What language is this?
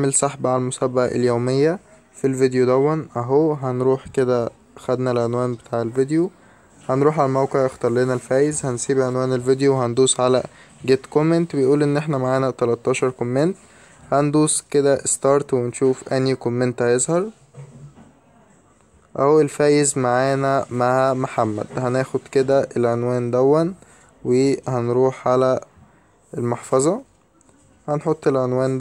Egyptian Arabic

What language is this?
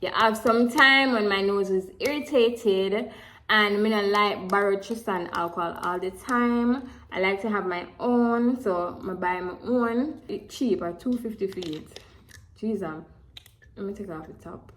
Jamaican Creole English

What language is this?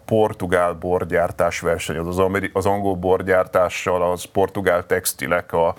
Hungarian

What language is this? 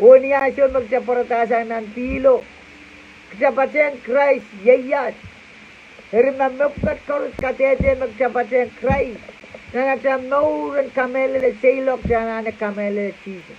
Pohnpeian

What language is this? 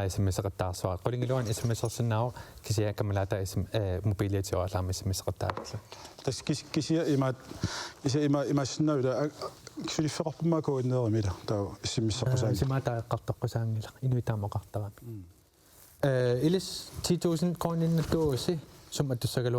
Kalaallisut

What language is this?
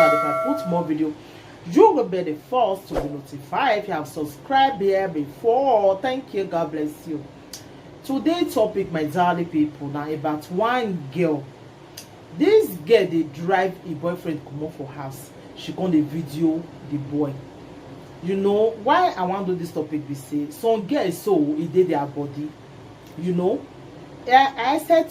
Nigerian Pidgin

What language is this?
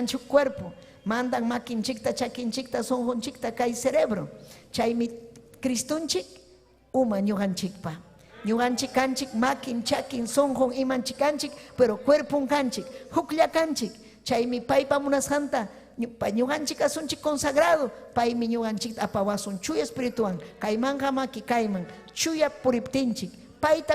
Ayacucho Quechua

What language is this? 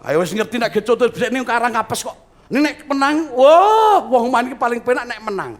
Javanese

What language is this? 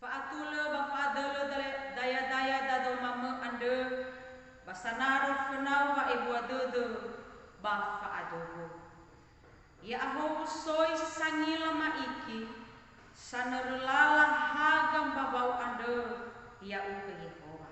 Nias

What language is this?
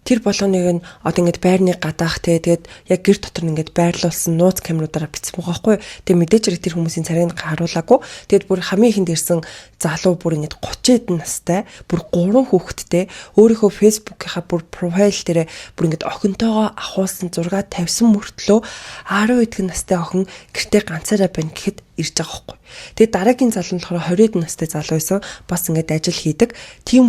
Mongolian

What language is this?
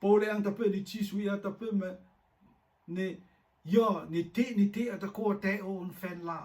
Rotuman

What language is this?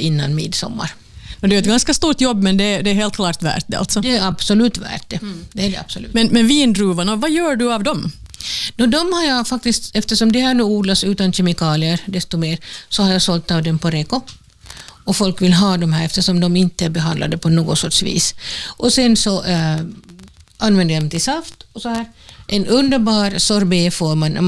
Swedish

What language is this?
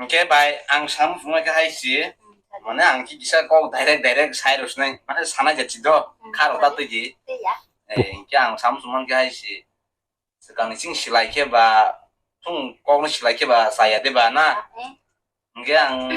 Kok Borok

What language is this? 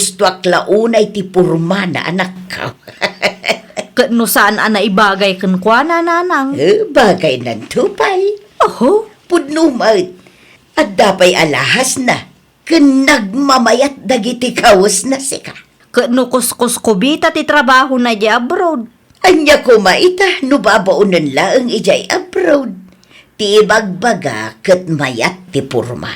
Iloko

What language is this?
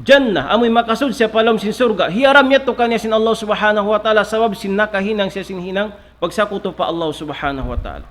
Tausug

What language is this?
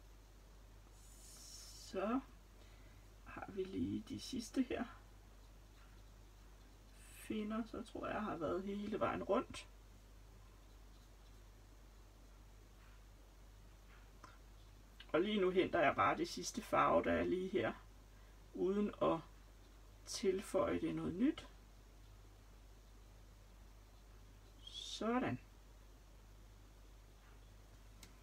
Danish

